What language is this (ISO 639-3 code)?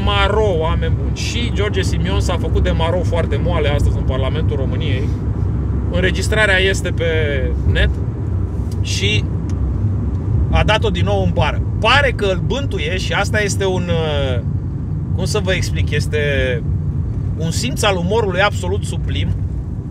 ron